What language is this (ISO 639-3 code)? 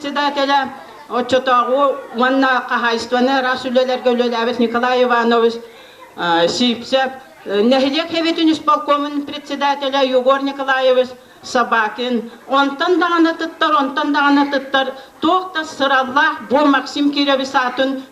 sah